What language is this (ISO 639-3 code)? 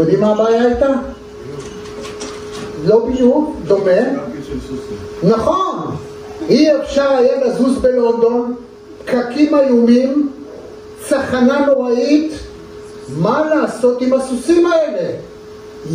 heb